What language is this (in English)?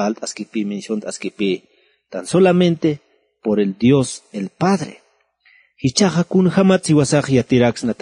Aymara